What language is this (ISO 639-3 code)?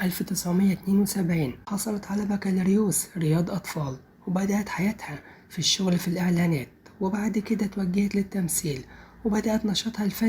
arz